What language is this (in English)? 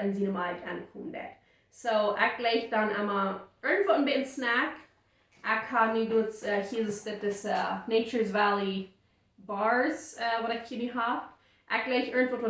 Plautdietsch